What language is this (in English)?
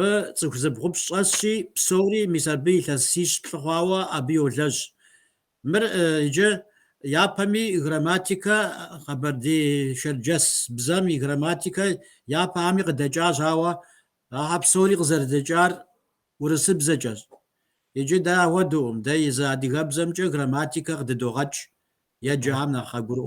Kabardian